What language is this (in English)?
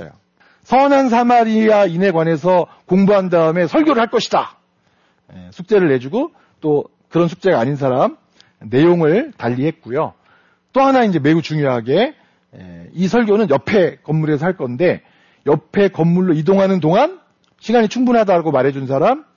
Korean